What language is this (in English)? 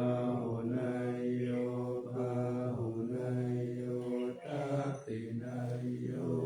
Pali